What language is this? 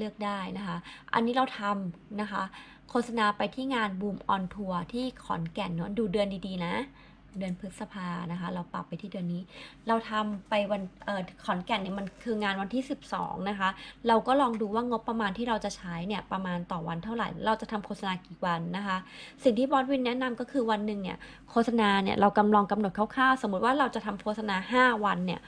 Thai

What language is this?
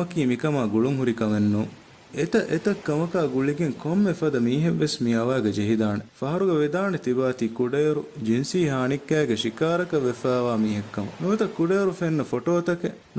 Divehi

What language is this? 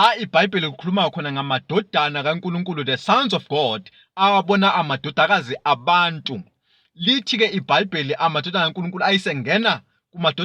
Zulu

